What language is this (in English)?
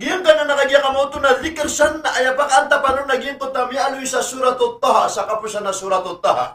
Maranao